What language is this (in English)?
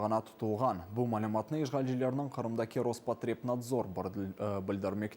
Crimean Tatar